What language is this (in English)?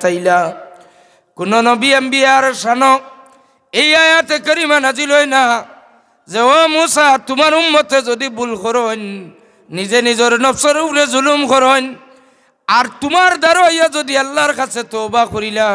Sylheti